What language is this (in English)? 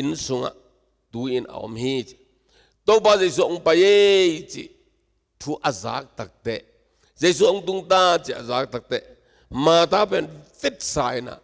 Tedim Chin